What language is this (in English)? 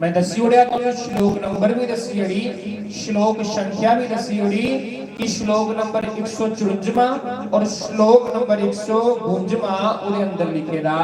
Dogri